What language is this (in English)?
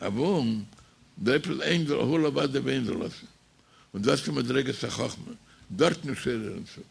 Yiddish